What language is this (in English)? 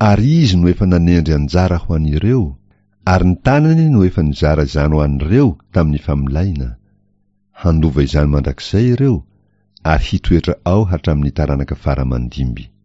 Malagasy